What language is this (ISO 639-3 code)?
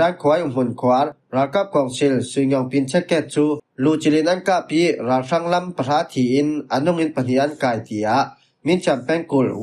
cfm